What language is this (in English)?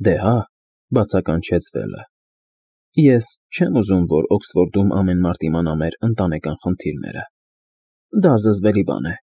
Armenian